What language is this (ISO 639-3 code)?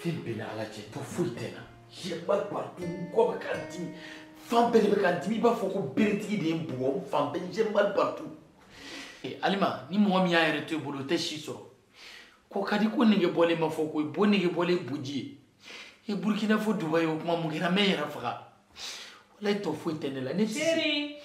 bam